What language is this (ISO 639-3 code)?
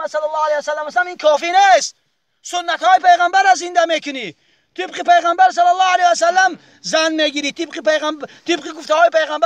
tgk